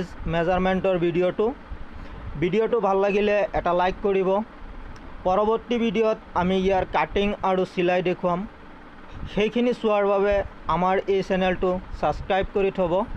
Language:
Assamese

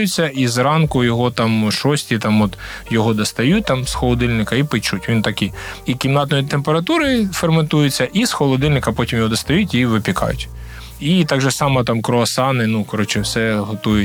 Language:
Ukrainian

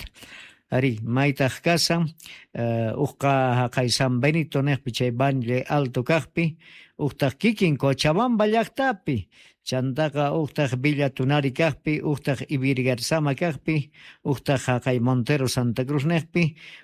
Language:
Quechua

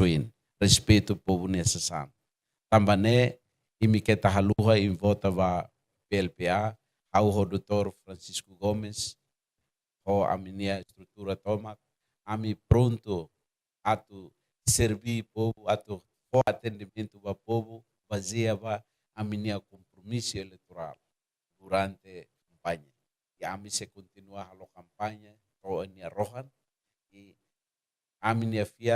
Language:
Tetum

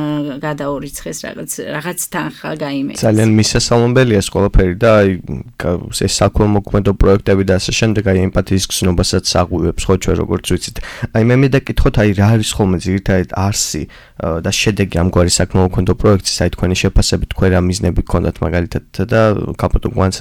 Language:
Georgian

